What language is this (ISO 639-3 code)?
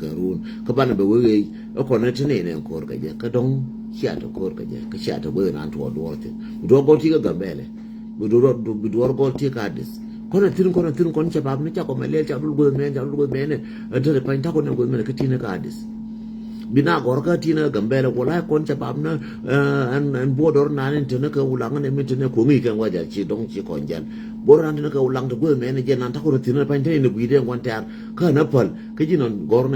nus